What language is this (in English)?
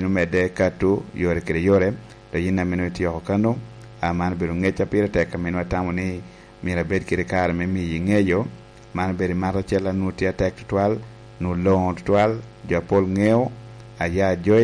Lango (Uganda)